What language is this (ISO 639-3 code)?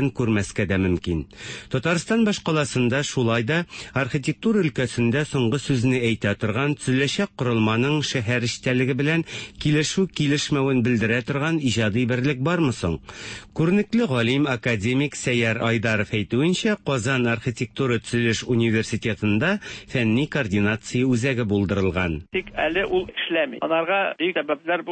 tat